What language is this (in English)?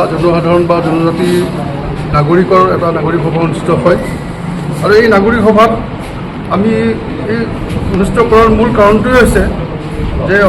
Assamese